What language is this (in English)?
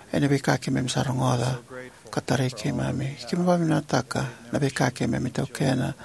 Fijian